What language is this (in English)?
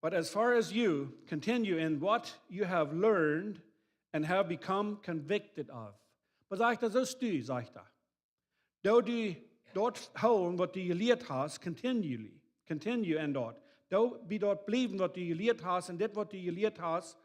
Plautdietsch